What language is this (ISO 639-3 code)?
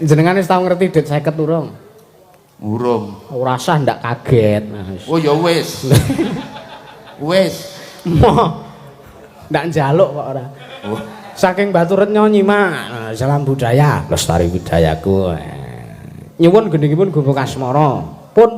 jav